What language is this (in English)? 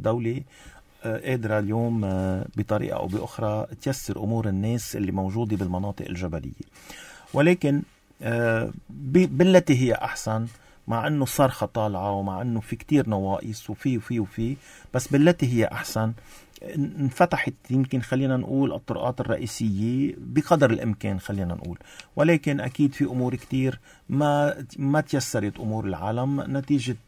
North Levantine Arabic